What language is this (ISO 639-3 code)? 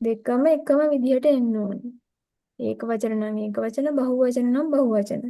sin